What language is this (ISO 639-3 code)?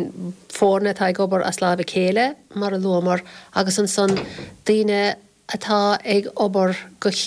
gle